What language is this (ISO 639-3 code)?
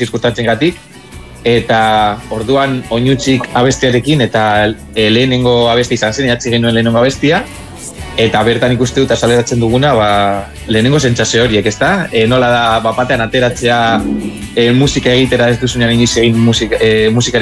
eus